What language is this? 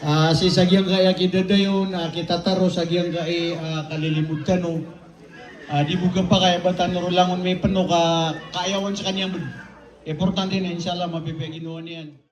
Maranao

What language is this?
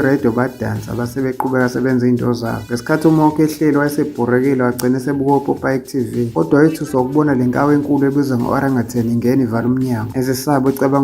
Zulu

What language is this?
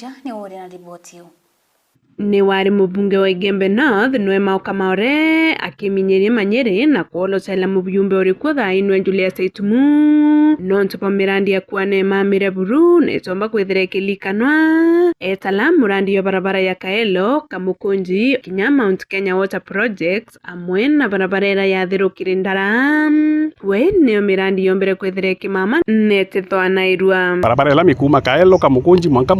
Meru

